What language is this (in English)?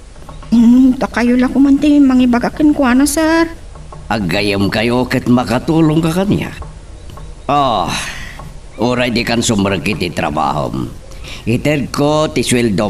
Iloko